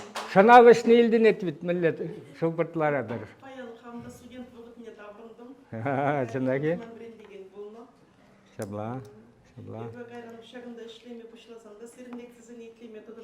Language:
Chuvash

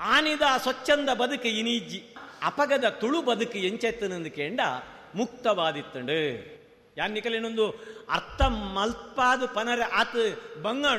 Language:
Tulu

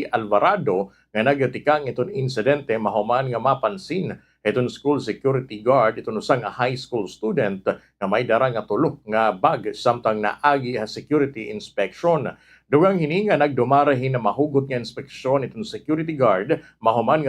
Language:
Waray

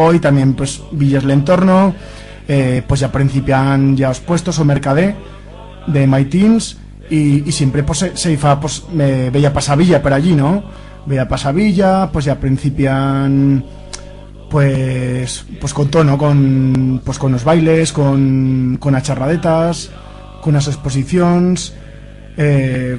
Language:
Aragonese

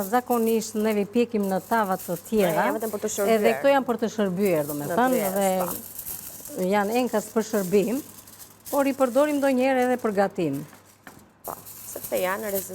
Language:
Albanian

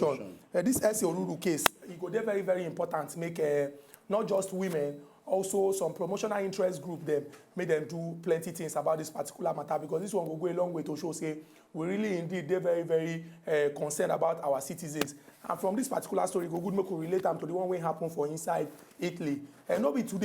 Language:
Nigerian Pidgin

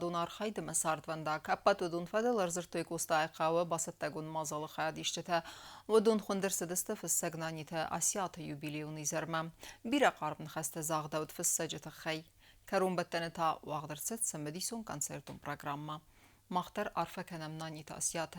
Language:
Ossetic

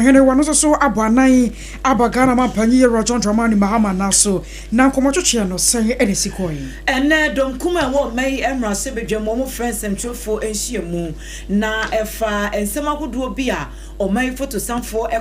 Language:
Akan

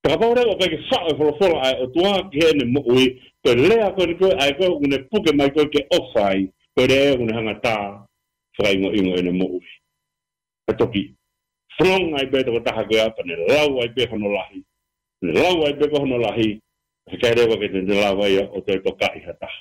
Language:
Tongan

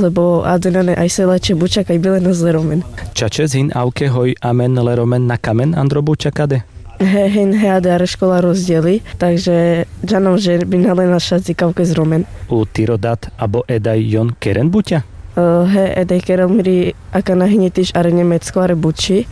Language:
Carpathian Romani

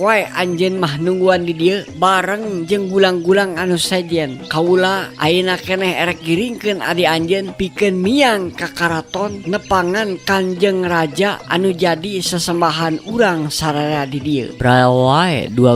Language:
Sundanese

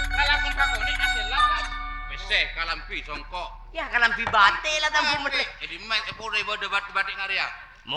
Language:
Madurese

